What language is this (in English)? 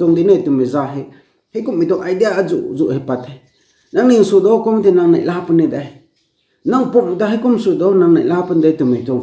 Rongmei Naga